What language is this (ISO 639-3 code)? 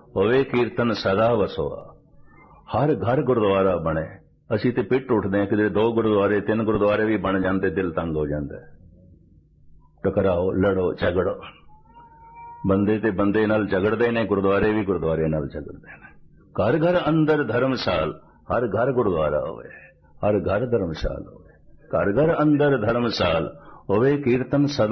pan